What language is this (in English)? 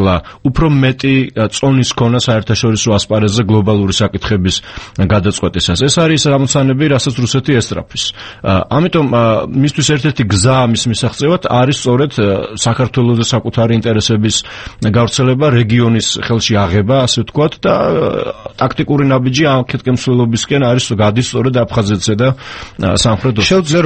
Georgian